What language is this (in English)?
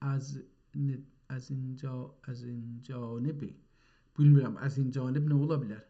South Azerbaijani